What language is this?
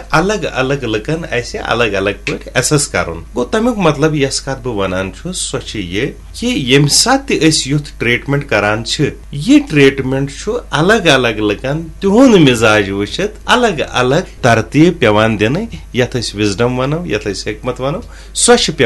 Kashmiri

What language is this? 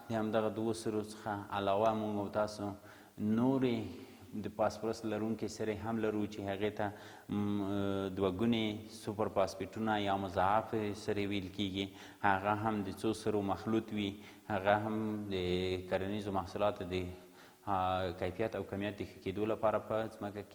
Pashto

